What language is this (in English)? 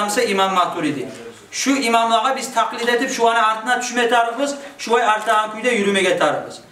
Kumyk